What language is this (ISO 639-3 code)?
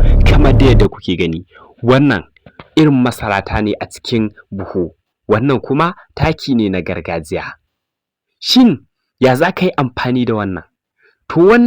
hau